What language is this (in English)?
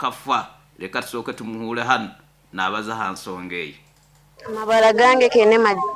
Nyoro